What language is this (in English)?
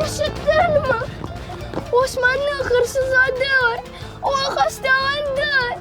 Crimean Tatar